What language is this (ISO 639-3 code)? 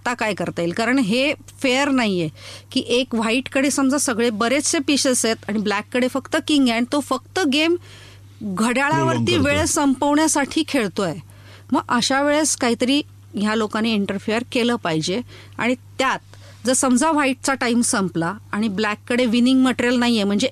mar